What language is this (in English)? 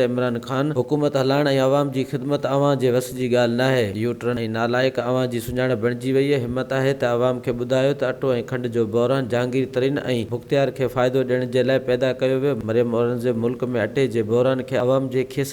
Sindhi